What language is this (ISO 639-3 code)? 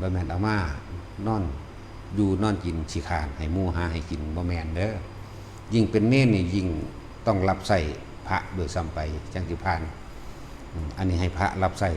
tts